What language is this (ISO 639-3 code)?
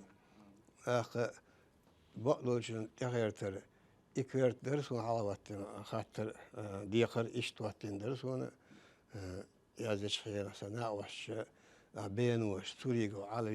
che